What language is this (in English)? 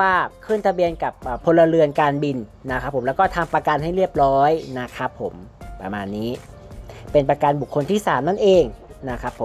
Thai